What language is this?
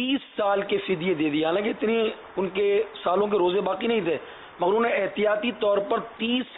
Urdu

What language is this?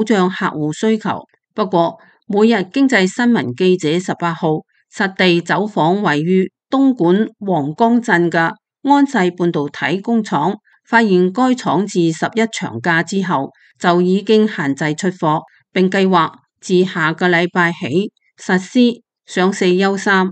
Cantonese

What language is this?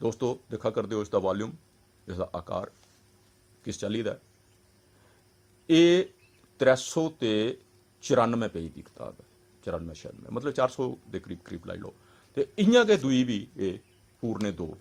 Dogri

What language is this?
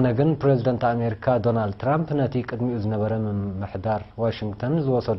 Tigrinya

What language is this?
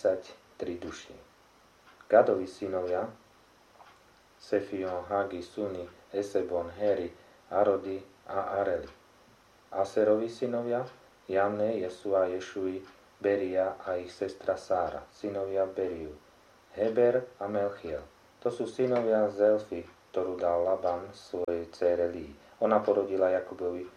Slovak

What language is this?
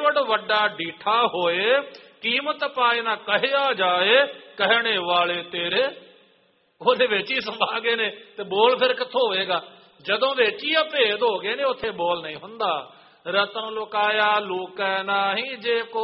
Punjabi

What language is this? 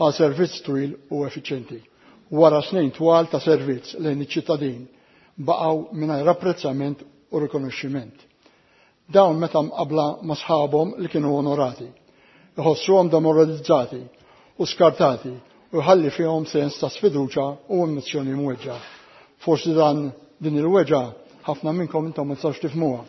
Maltese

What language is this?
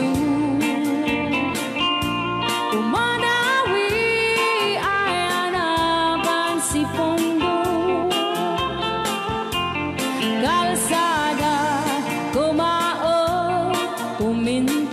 Iloko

